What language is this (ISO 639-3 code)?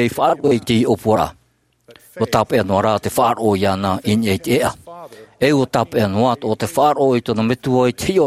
tah